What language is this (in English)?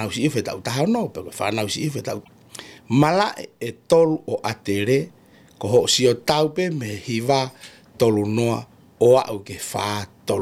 Tongan